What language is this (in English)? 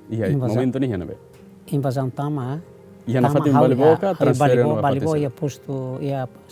Tetum